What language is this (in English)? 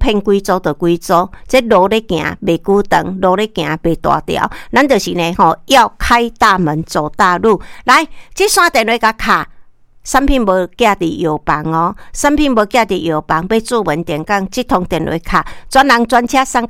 Min Nan Chinese